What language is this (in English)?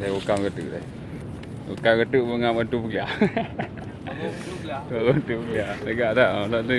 Achinese